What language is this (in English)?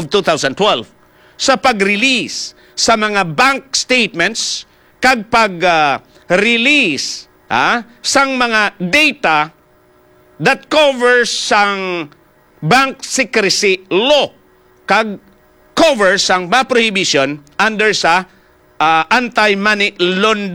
Hiligaynon